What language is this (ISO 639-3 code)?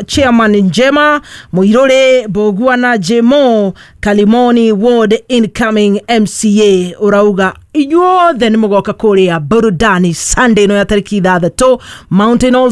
kik